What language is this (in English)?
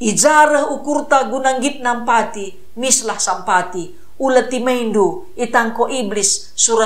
Batak Karo